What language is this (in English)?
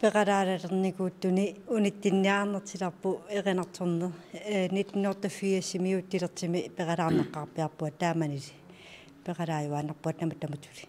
Kalaallisut